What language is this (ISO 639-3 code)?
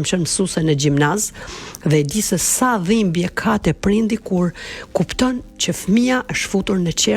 sqi